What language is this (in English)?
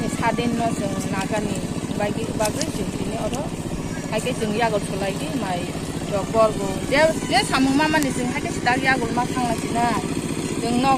Riang (India)